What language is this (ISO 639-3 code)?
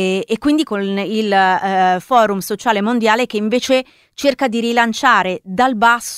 ita